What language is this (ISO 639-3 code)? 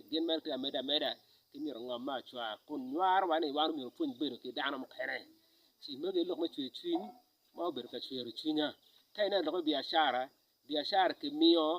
ach